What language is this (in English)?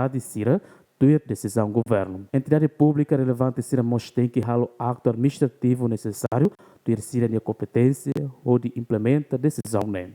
Tetum